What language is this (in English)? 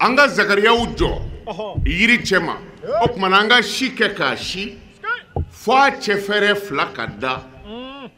Bambara